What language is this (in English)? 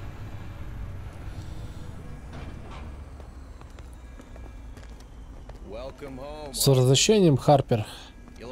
Russian